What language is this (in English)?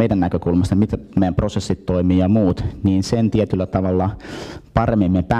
Finnish